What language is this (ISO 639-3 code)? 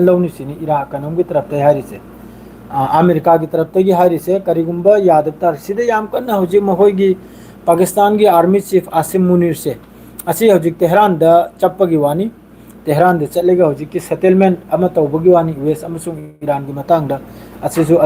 mni